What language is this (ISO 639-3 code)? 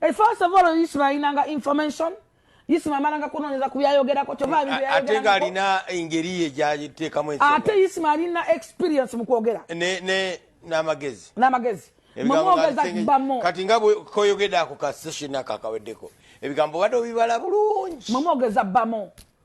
lug